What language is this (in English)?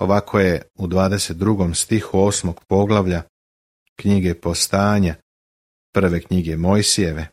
Serbian